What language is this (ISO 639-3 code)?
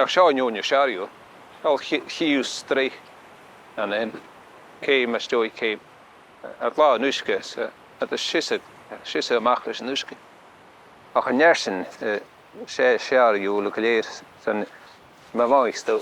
gla